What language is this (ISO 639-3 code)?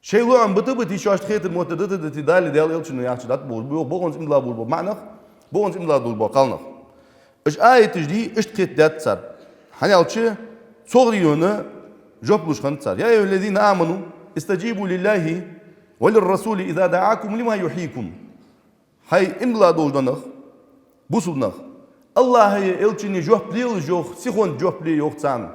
inh